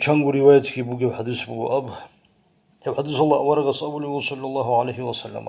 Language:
Avaric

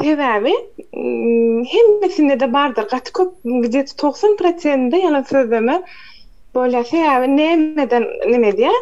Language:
Turkmen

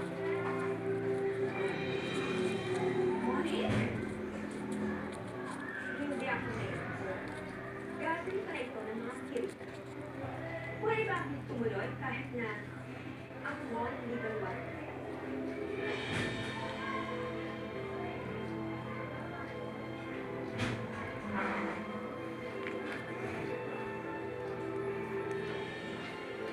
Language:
Filipino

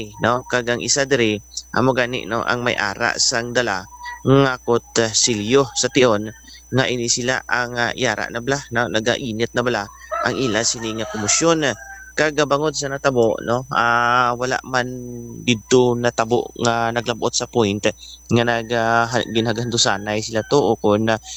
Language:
Hiligaynon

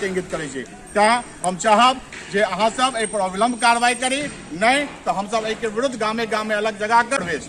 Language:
Maithili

